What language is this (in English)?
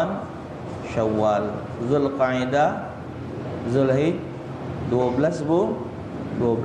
Musi